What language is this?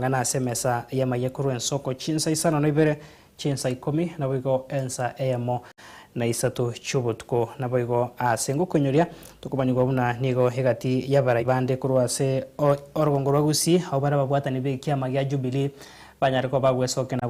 Gusii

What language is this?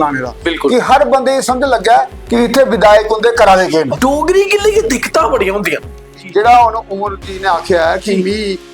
Dogri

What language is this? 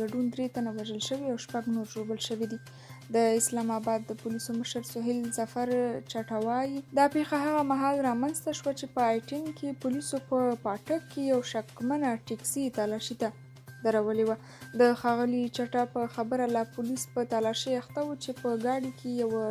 Pashto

